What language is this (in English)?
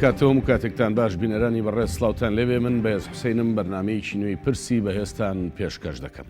Central Kurdish